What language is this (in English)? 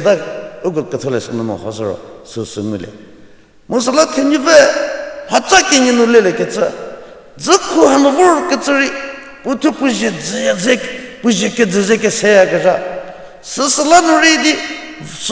Angami Naga